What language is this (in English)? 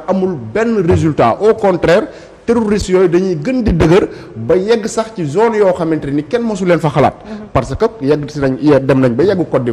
Wolof